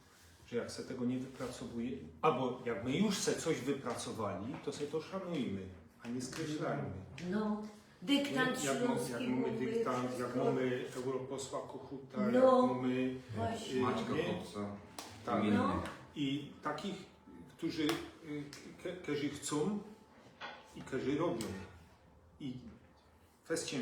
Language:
Silesian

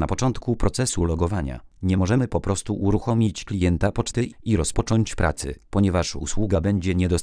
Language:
Polish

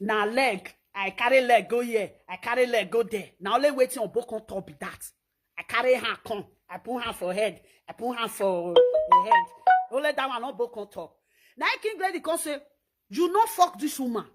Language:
Nigerian Pidgin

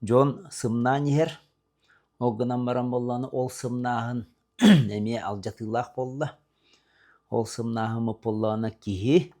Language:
Yakut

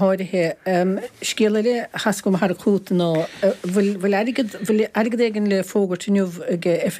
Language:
Irish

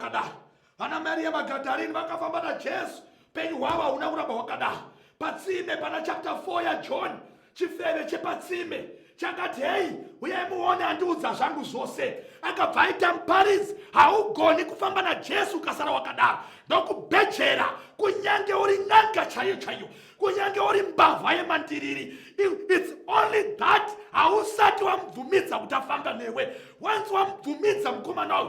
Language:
Shona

